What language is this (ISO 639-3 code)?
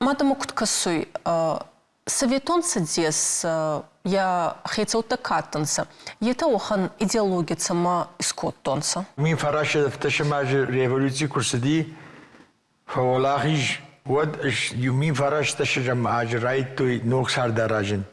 oss